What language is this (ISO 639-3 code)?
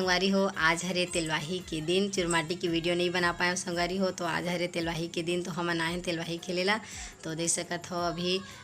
hne